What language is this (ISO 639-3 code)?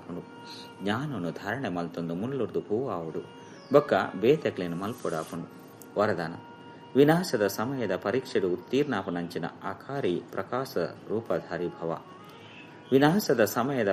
tcy